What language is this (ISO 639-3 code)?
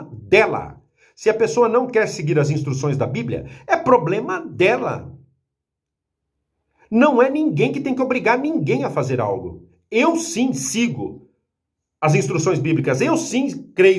por